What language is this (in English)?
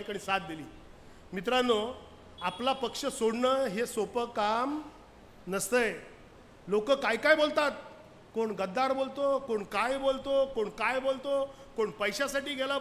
Marathi